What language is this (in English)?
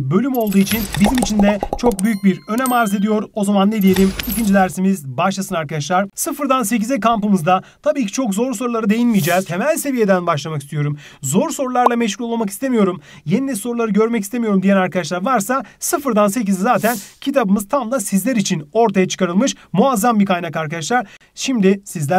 Turkish